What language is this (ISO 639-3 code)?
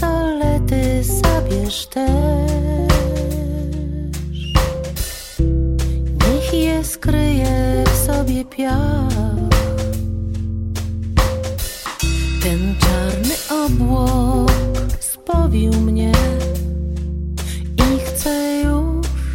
pol